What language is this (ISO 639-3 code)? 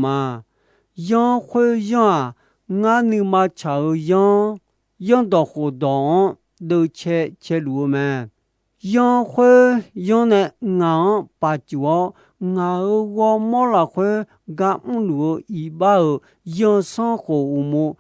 ahk